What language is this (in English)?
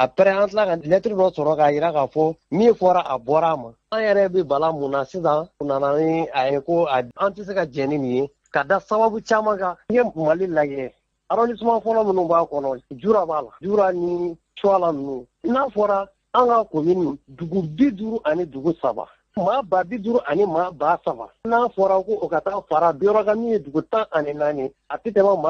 Bambara